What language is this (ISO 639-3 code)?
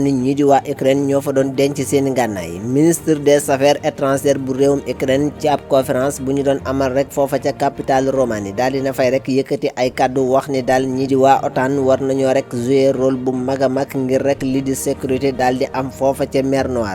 wol